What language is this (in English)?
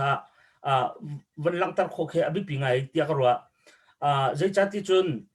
Hakha Chin